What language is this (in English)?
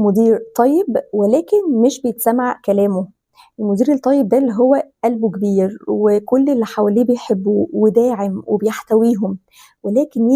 Egyptian Arabic